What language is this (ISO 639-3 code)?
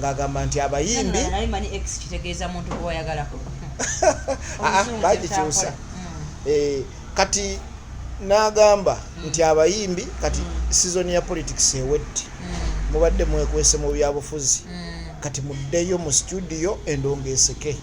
lug